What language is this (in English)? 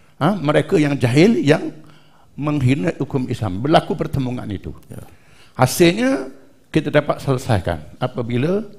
Malay